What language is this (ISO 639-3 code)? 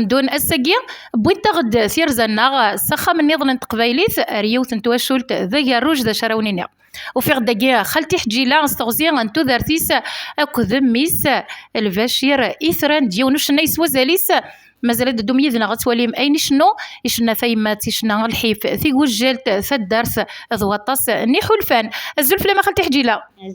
kab